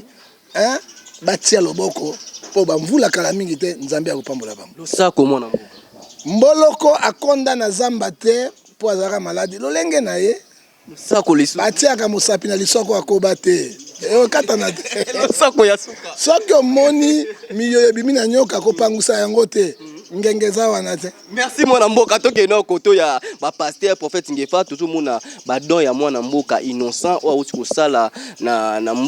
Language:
Lingala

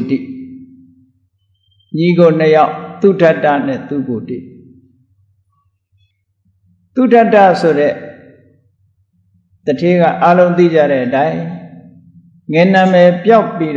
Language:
Burmese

